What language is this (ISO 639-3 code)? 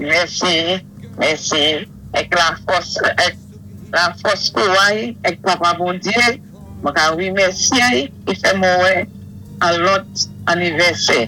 acf